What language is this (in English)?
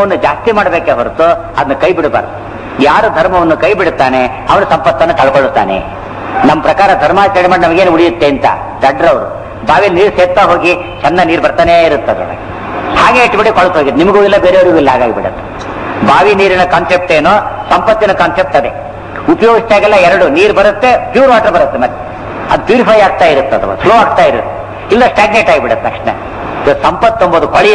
Kannada